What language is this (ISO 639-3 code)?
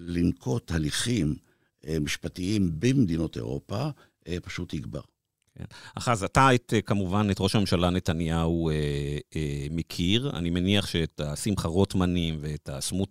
heb